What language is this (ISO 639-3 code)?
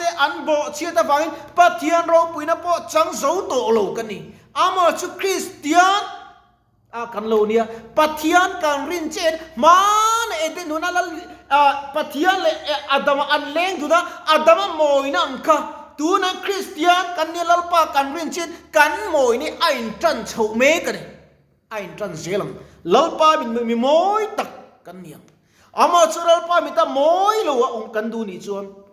lus